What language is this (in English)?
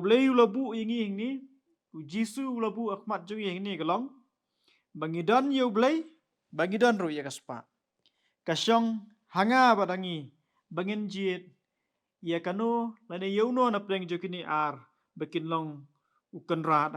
Khasi